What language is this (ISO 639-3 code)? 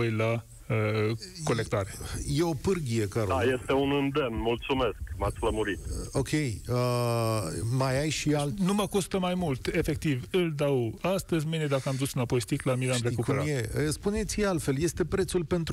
ron